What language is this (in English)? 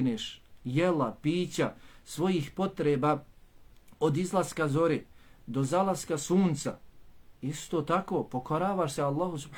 Bosnian